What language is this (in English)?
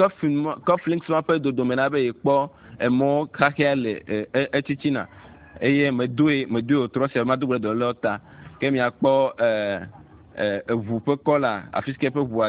Ewe